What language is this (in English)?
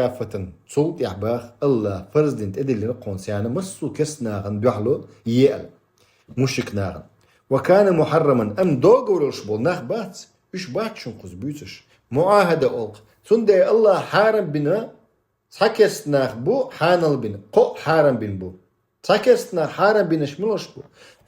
Chechen